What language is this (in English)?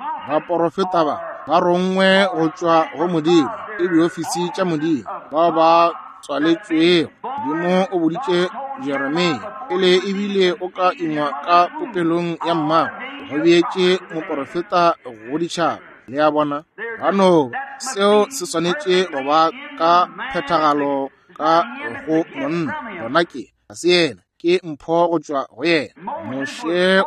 Northern Sotho